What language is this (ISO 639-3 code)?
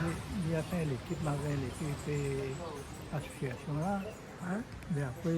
rcf